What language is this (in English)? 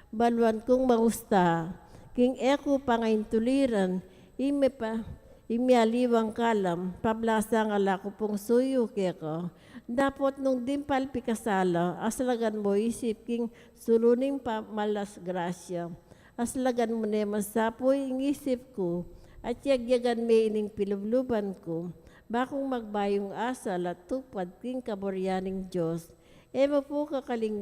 Pampanga